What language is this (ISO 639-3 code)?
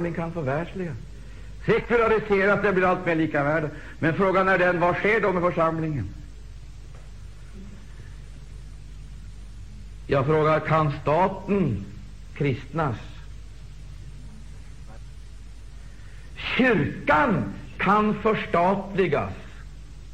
swe